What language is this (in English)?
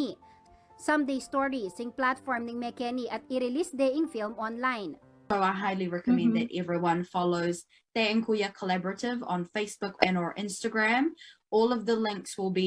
Pampanga